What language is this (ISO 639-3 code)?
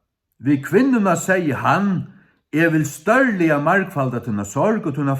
fao